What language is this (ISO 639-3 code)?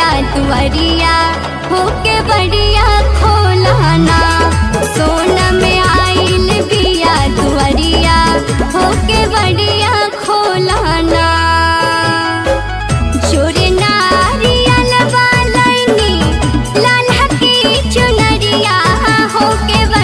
bho